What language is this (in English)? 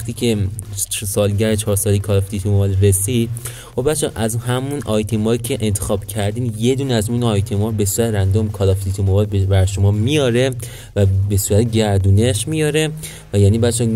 Persian